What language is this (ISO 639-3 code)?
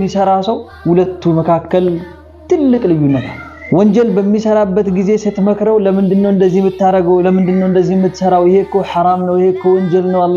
amh